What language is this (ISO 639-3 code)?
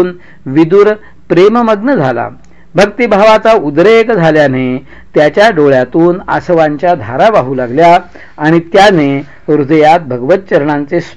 mar